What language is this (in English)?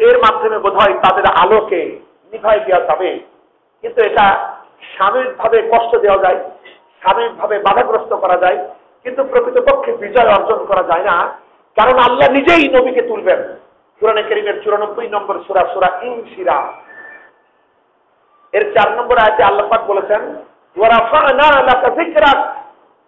Bangla